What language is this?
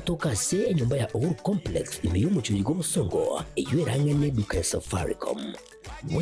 Gusii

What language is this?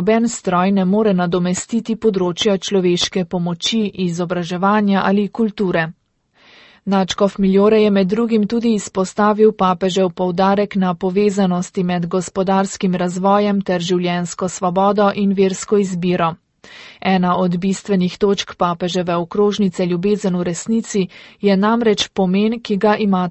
Slovenian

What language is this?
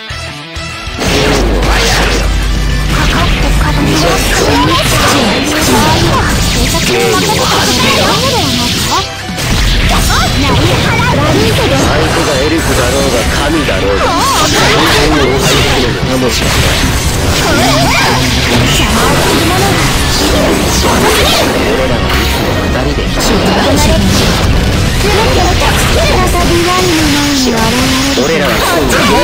Japanese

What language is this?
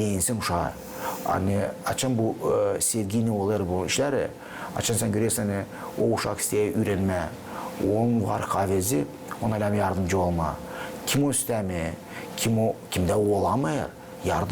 Gagauz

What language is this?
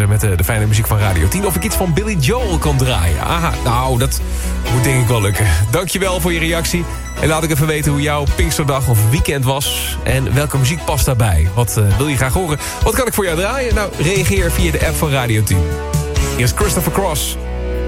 Dutch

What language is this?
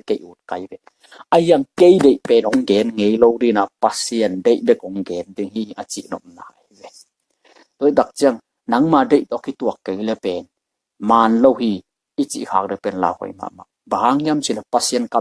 Tedim Chin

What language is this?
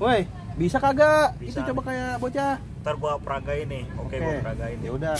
Betawi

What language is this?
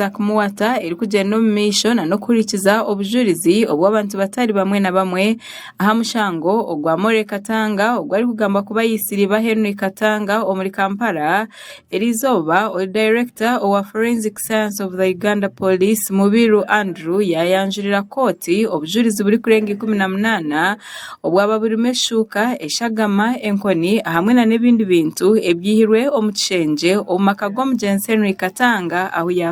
Nyankole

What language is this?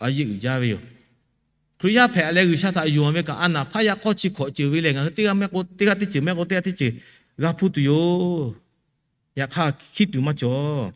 Lahu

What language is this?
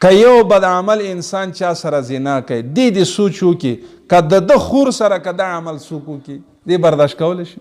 Pashto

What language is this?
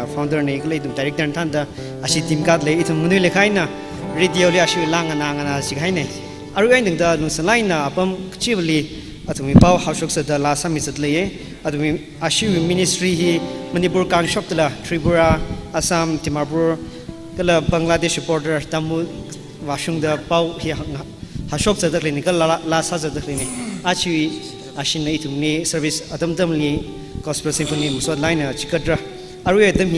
Tangkhul Naga (India)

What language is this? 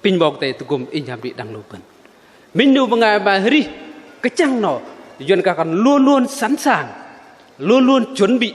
Bahnar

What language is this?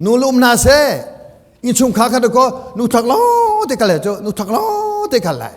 Hakha Chin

